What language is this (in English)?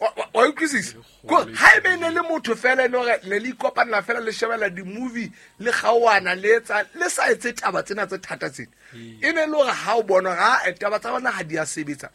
Southern Sotho